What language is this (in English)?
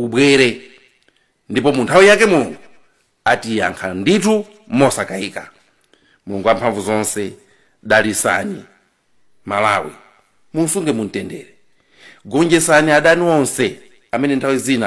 Nyanja